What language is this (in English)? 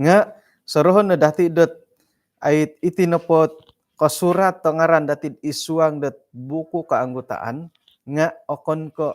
Central Dusun